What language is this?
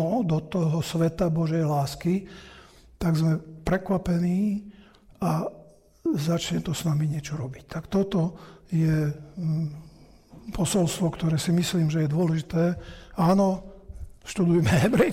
Slovak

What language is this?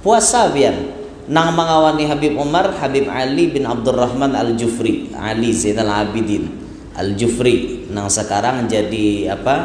Banjar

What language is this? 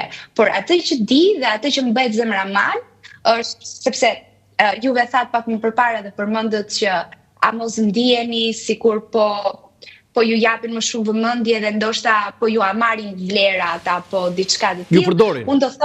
Albanian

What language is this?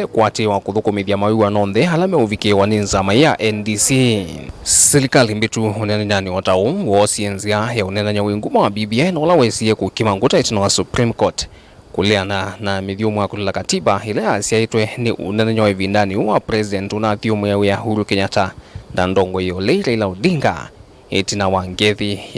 Kamba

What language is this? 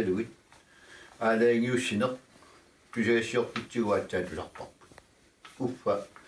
Kalaallisut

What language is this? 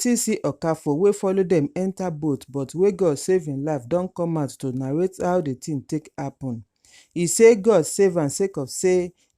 Nigerian Pidgin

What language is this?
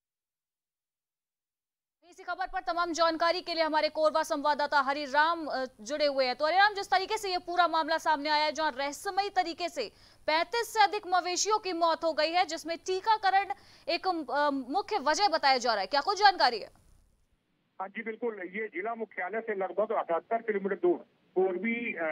Hindi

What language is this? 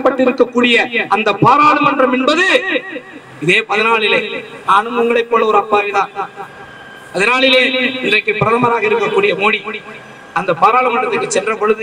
Tamil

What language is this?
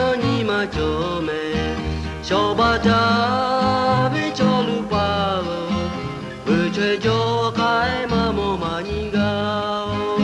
Lahu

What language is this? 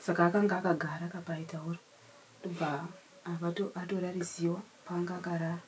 Shona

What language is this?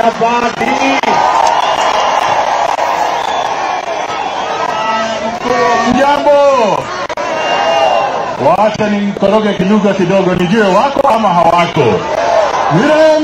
Swahili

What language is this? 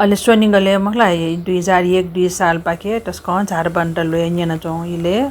Newari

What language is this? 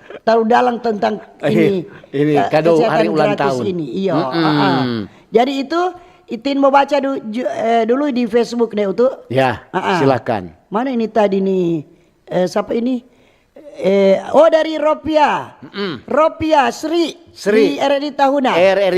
Manado Malay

